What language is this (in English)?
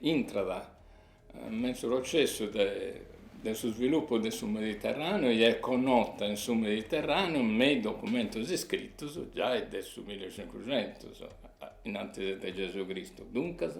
Sardinian